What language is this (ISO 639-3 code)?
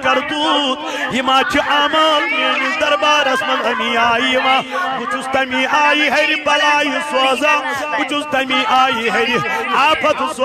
kas